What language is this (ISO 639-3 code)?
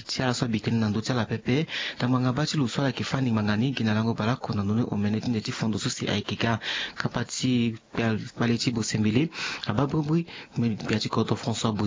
sag